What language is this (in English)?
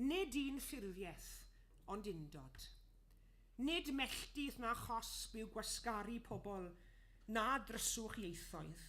Welsh